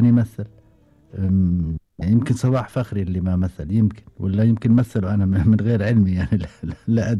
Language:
Gulf Arabic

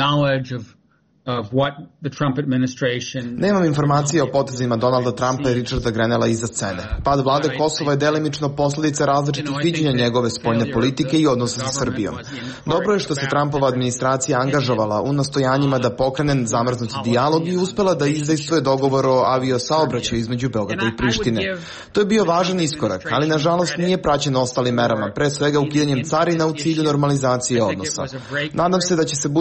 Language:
Serbian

